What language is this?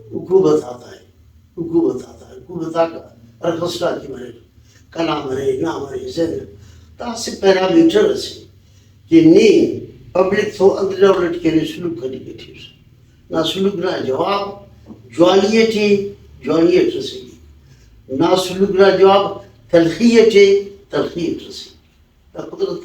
Brahui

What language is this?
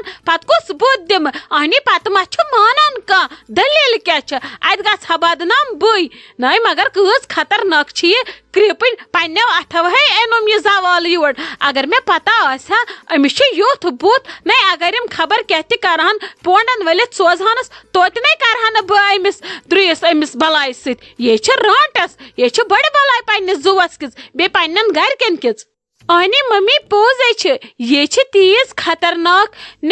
Kashmiri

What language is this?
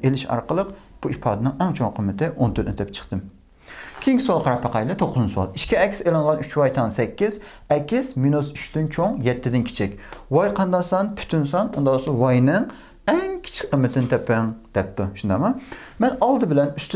Uyghur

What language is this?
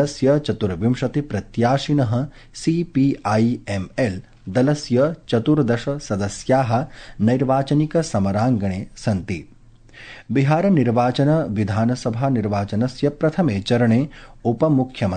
Sanskrit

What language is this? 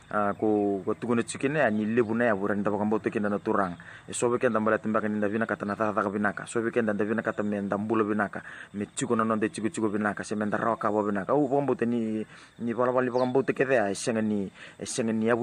Fijian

